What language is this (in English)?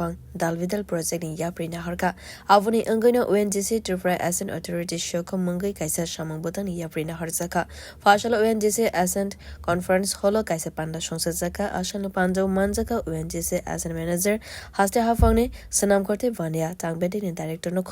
Kok Borok